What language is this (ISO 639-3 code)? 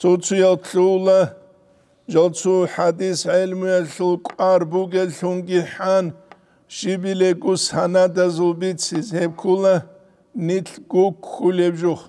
ava